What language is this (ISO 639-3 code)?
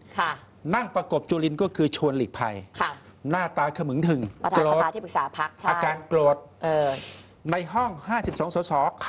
tha